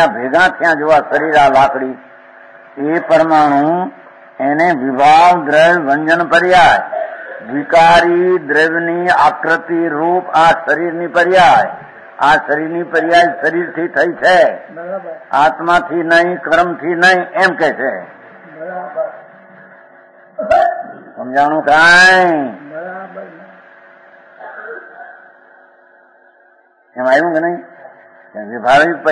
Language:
Gujarati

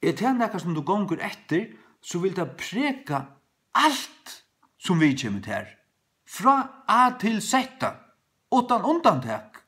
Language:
Faroese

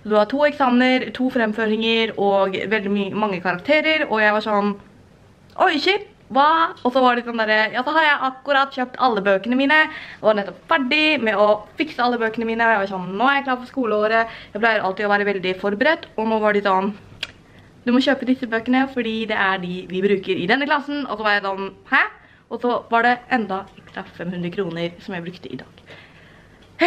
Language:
Norwegian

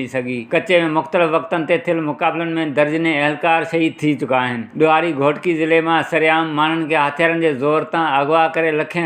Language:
Sindhi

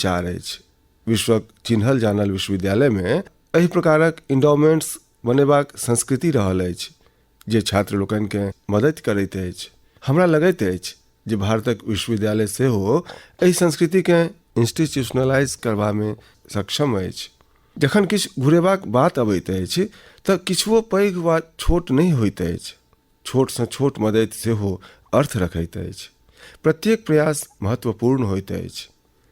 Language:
Maithili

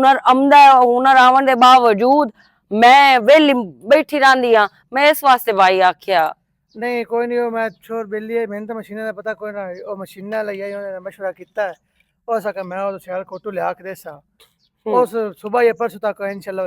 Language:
Western Panjabi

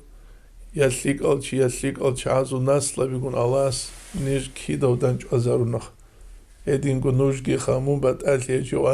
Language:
Avaric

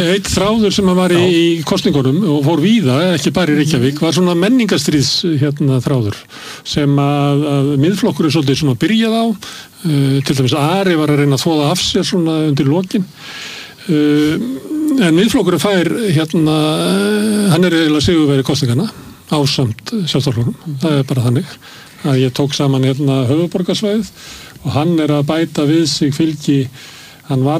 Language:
Icelandic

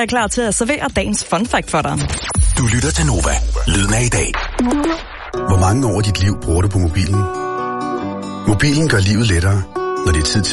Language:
Danish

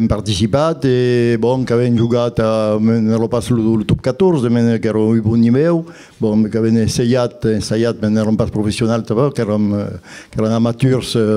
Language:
Occitan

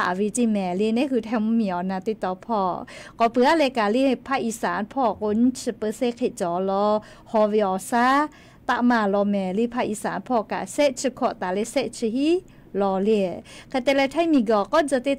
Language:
Lahu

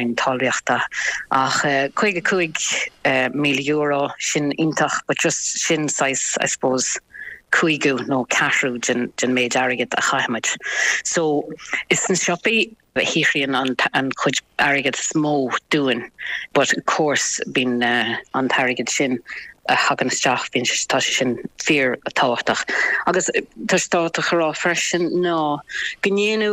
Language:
Irish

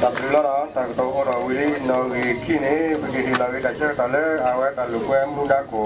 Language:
S'gaw Karen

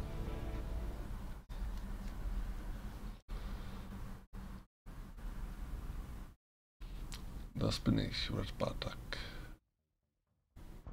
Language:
German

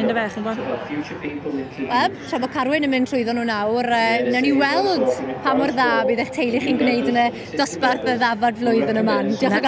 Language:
Welsh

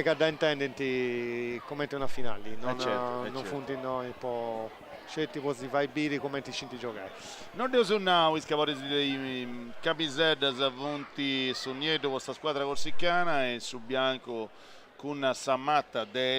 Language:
Sardinian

